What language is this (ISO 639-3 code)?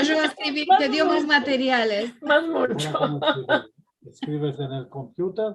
lad